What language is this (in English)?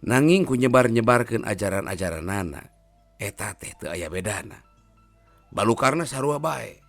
Sundanese